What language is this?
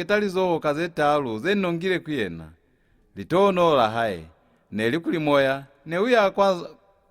Lozi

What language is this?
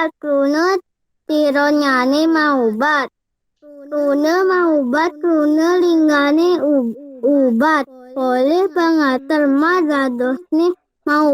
Balinese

